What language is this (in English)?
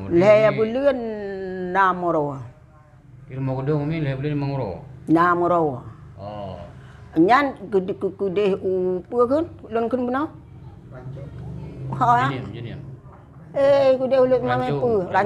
Achinese